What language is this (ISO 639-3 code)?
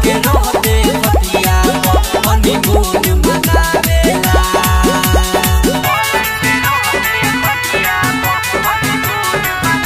bho